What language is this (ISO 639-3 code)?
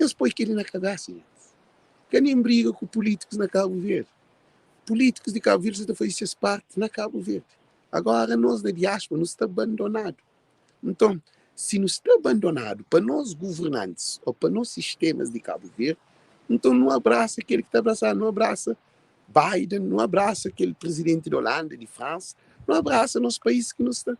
kea